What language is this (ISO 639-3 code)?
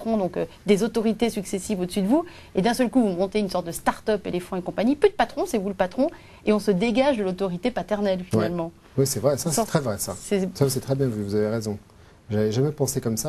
fra